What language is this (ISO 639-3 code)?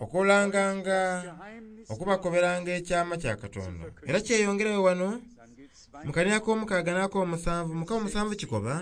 xog